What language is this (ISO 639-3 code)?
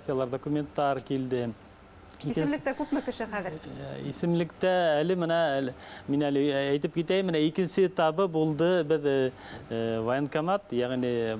bak